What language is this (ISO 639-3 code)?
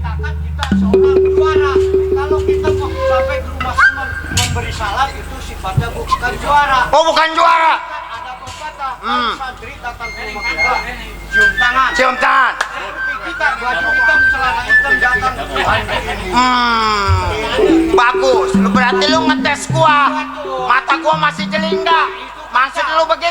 bew